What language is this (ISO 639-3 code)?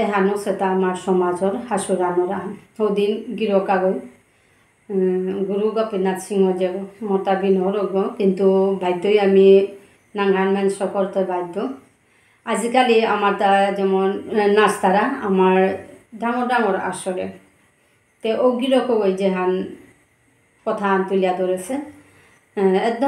bpy